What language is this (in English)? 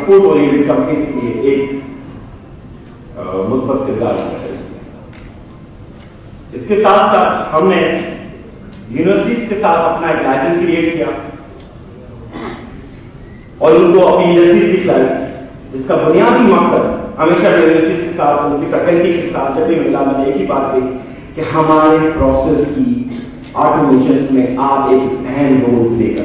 Urdu